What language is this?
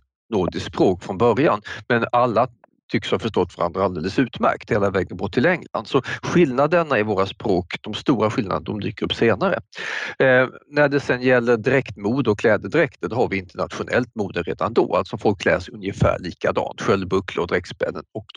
Swedish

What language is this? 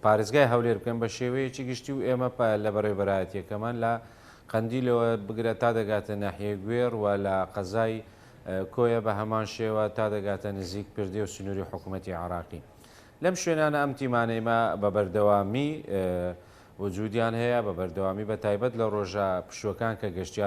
Central Kurdish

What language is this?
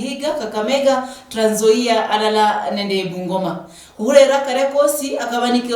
Luyia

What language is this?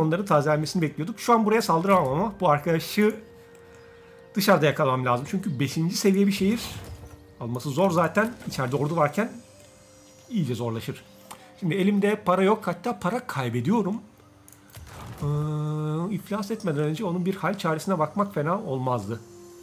Turkish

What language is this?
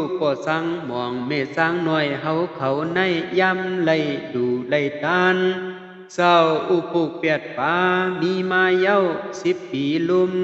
Shan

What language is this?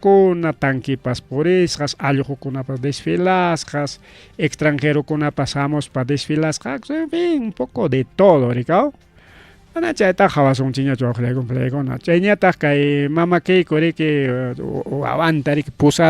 Ayacucho Quechua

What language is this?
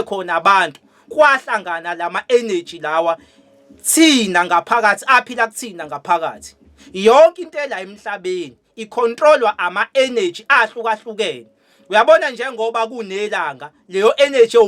Zulu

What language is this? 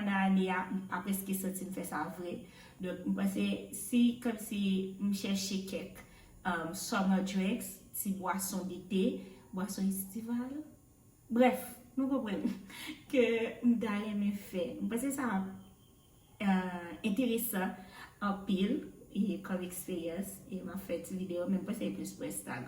Haitian Creole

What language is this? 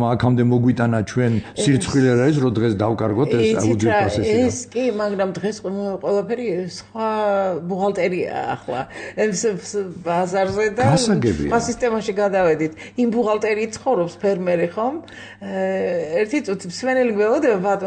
Georgian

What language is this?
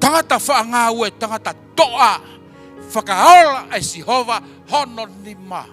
Tongan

